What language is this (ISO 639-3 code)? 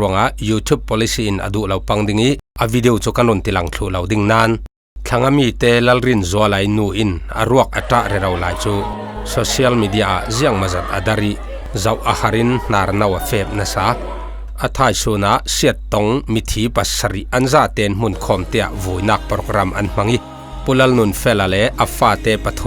cfm